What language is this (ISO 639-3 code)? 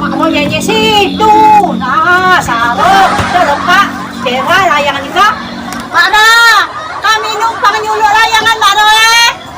mui